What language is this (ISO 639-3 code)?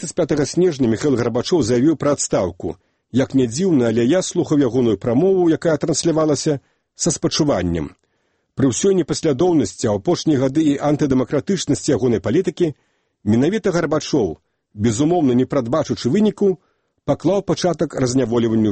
bel